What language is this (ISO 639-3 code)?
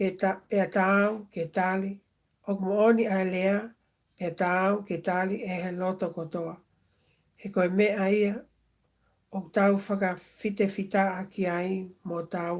ton